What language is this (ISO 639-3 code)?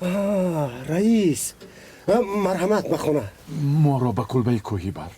tgk